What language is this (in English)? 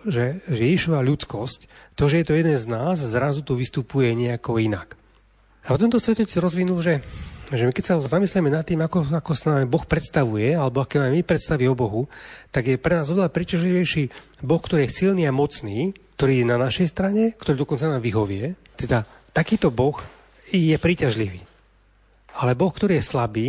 Slovak